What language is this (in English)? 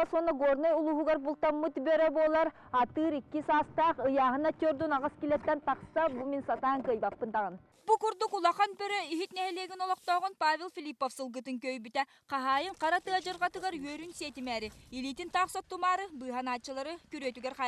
Yakut